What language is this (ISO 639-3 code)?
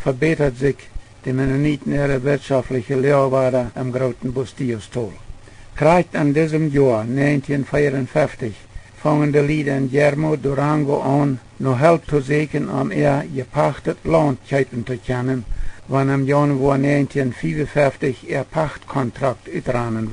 pdt